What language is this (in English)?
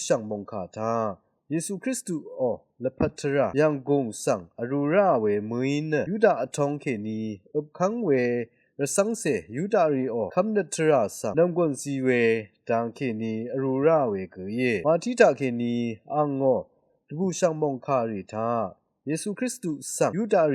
Rawang